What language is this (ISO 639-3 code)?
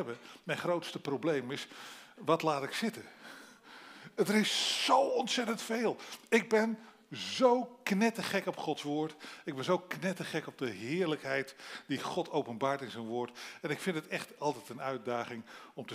nld